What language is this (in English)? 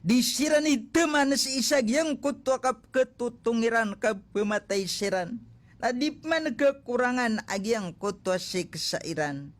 Maranao